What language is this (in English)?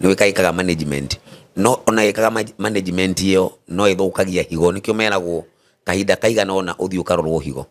Kikuyu